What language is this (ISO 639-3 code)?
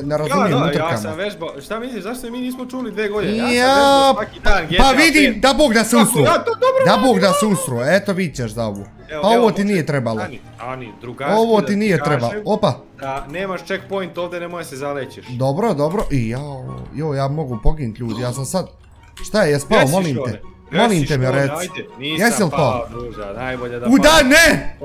bos